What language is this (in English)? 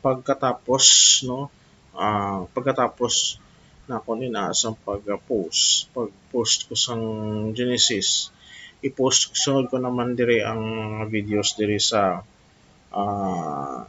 Hiligaynon